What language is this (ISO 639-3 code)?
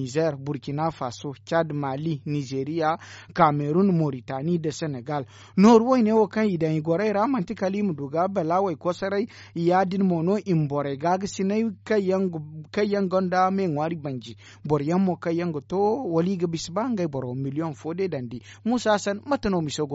dje